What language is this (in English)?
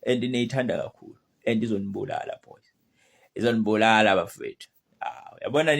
Zulu